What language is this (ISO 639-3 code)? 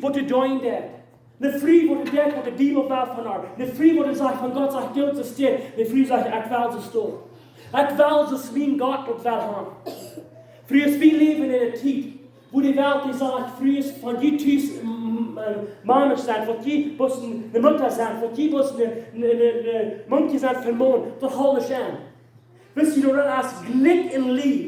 pdt